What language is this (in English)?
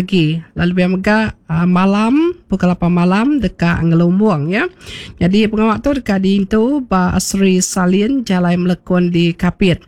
Iban